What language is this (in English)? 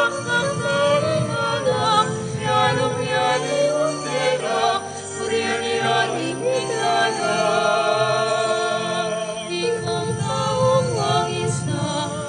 Pampanga